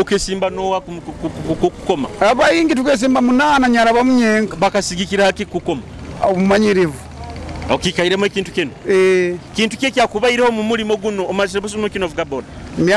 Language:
Nyoro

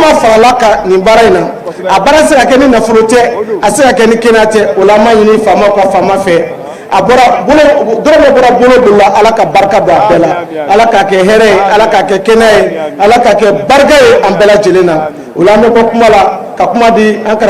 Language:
Bambara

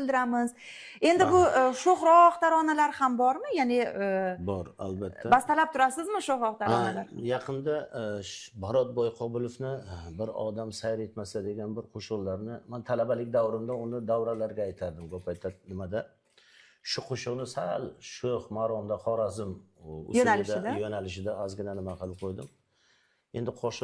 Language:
Uzbek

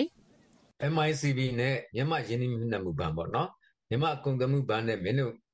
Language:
Burmese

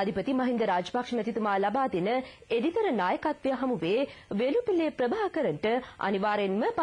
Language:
Sinhala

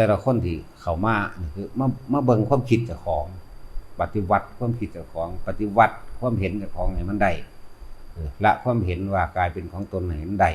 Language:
Northeastern Thai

